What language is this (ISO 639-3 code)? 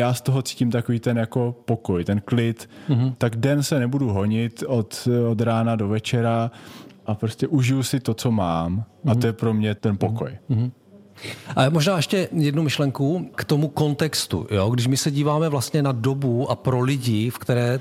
ces